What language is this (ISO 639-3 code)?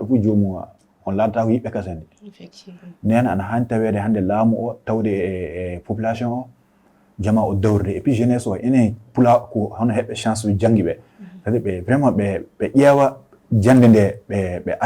ful